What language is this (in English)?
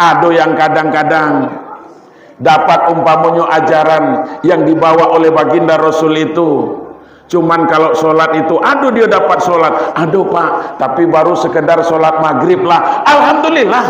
Minangkabau